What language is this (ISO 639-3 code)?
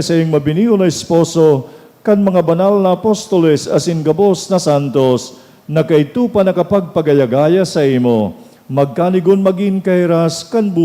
bik